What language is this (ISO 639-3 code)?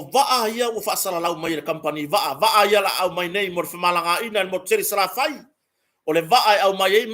smo